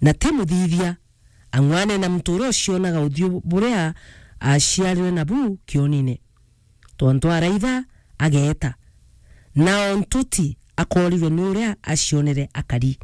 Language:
Meru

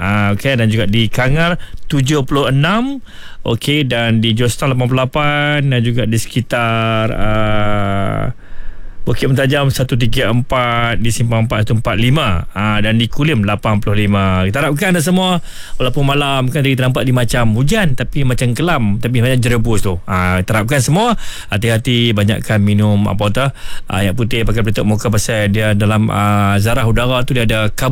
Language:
Malay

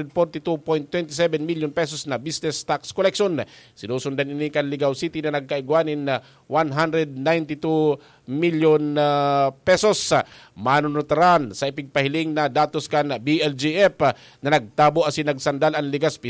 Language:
Bikol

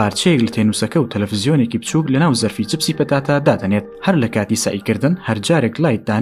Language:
Central Kurdish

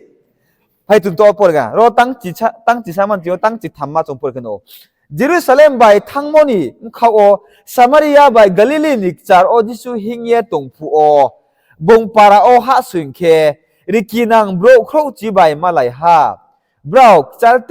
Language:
Riang (India)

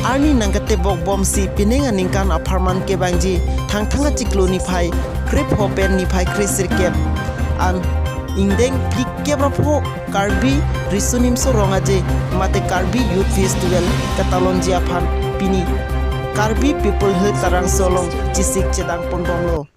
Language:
Karbi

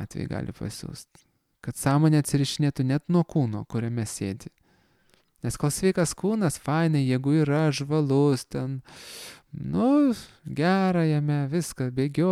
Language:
Lithuanian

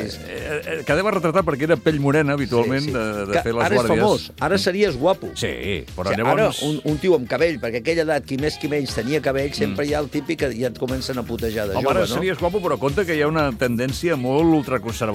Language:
Catalan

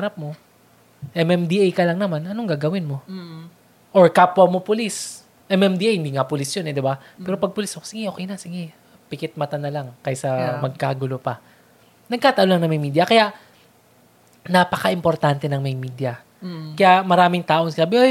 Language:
Filipino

